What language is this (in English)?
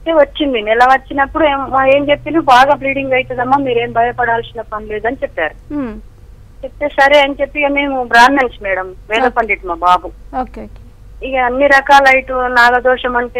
Telugu